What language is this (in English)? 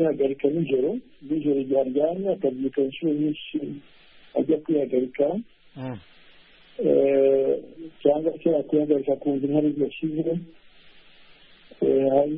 Kinyarwanda